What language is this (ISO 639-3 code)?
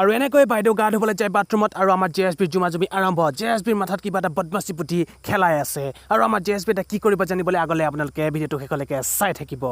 asm